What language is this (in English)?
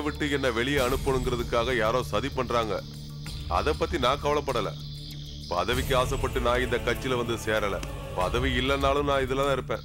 Tamil